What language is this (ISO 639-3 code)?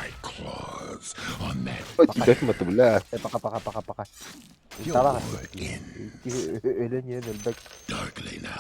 sah